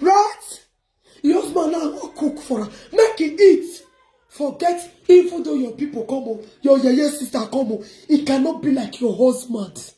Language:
Nigerian Pidgin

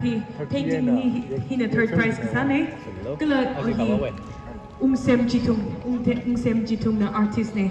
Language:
Tangkhul Naga (India)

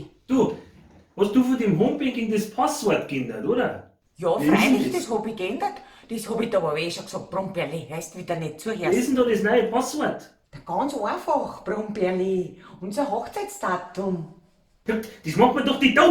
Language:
Bavarian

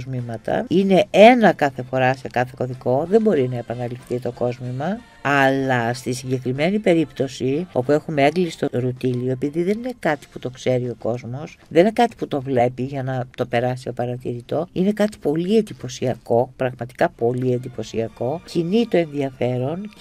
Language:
Greek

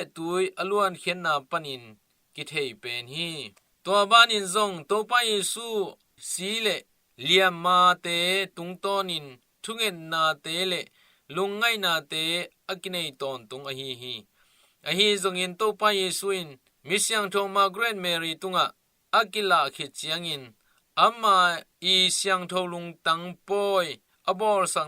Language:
Tedim Chin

